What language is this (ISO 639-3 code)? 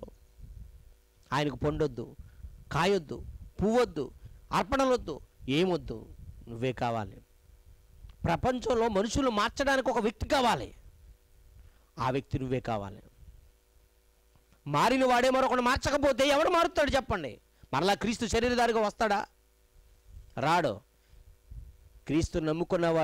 tel